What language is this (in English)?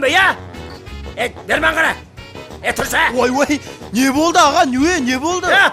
Kara-Kalpak